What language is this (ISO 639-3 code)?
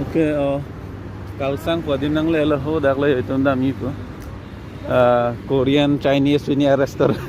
mjw